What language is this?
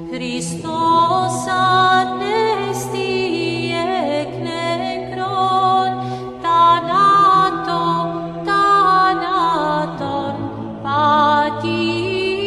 Estonian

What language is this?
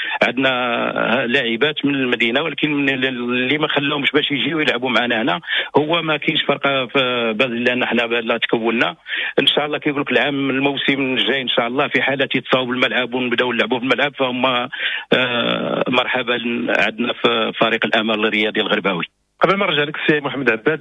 Moroccan Arabic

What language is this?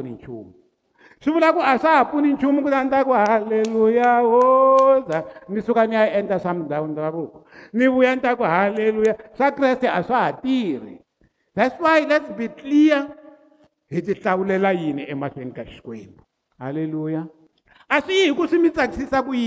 Tsonga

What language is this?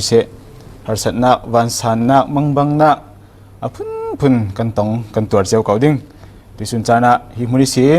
Falam Chin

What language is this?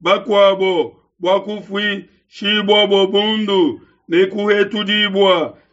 Luba-Lulua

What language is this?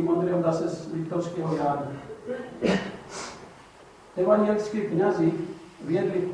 Slovak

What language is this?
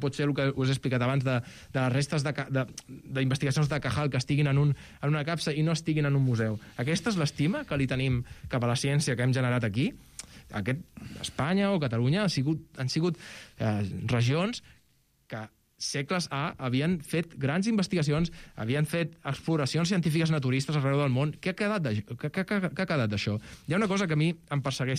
Catalan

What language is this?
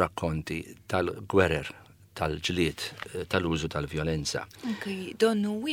Maltese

